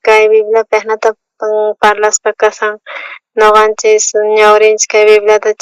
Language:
South Bolivian Quechua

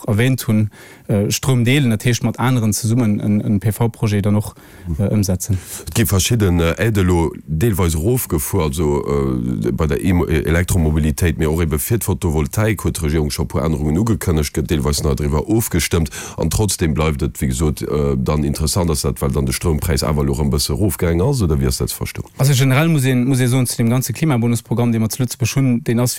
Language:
Luxembourgish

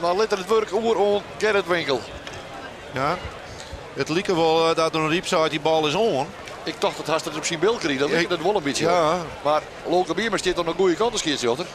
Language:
Western Frisian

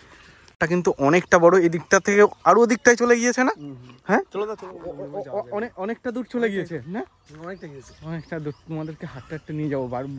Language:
Bangla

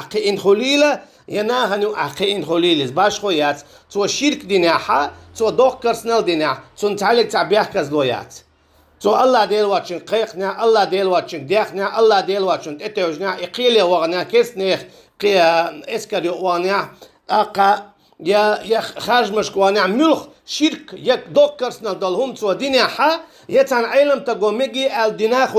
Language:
Chechen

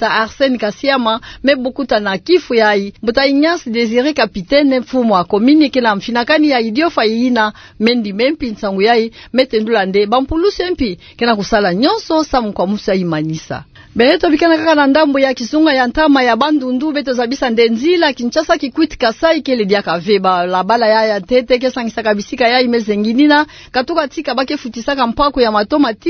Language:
Kituba (Democratic Republic of Congo)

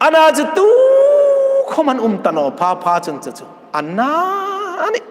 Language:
Hmar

